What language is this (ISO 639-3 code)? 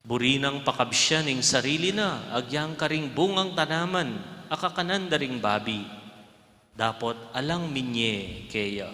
pam